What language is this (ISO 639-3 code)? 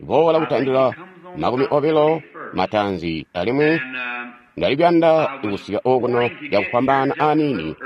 toi